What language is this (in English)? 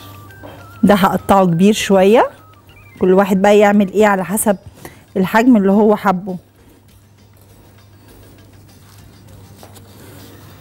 Egyptian Arabic